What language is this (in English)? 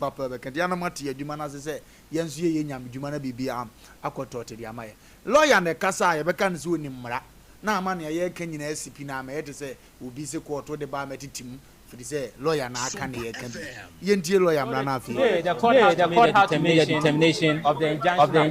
Akan